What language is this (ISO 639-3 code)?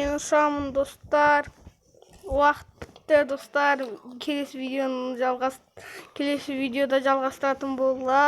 kaz